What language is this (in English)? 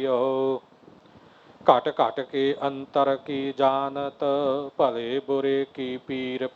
Punjabi